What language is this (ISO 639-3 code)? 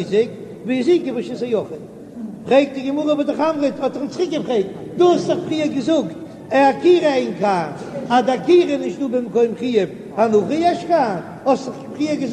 yid